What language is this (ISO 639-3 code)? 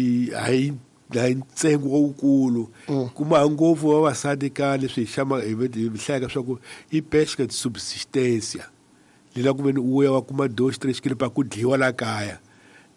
tso